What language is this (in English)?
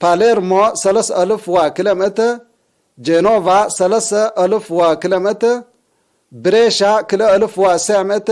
Tigre